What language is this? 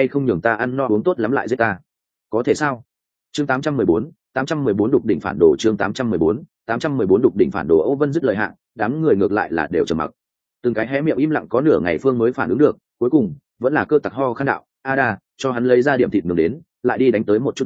Vietnamese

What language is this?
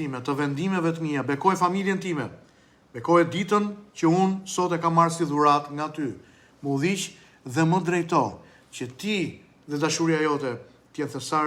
Albanian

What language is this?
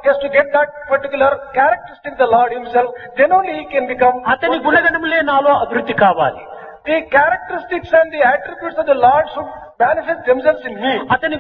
Telugu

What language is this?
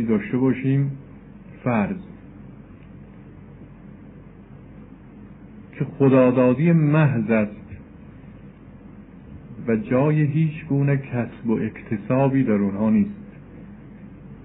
Persian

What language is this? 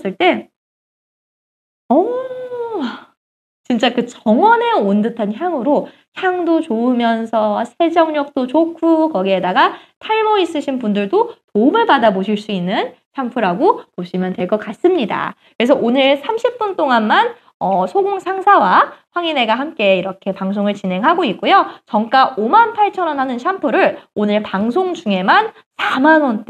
Korean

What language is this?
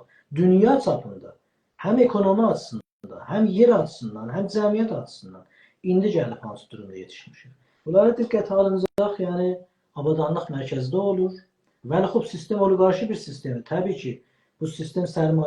South Azerbaijani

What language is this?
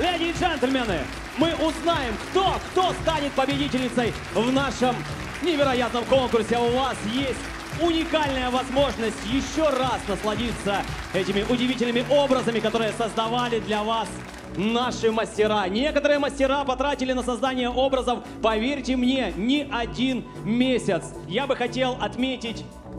Russian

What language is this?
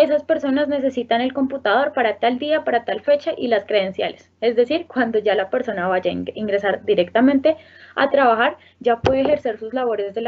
Spanish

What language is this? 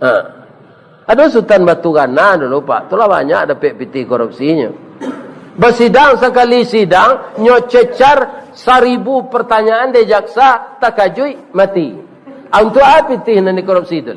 Minangkabau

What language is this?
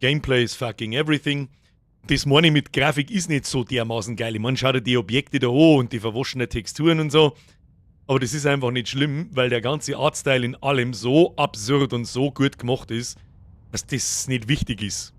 Bavarian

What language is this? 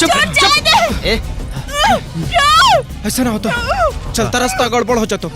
Magahi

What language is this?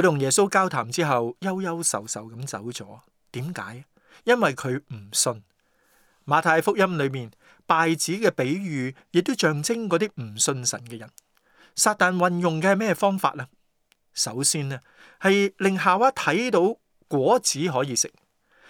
Cantonese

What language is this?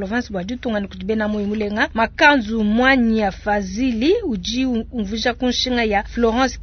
Luba-Lulua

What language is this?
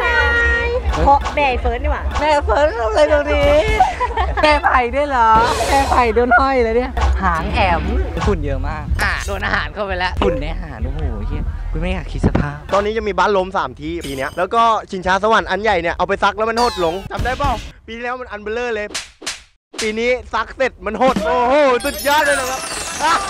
Thai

